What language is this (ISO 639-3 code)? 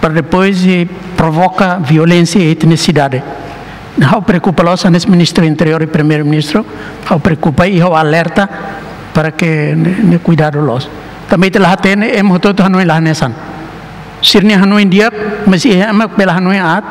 tet